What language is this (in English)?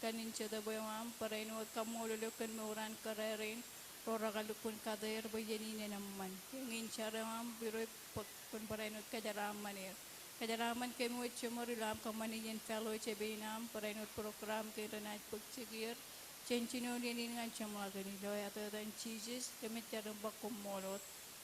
Marshallese